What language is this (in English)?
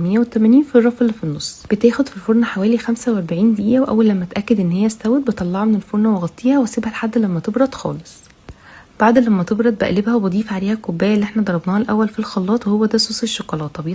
Egyptian Arabic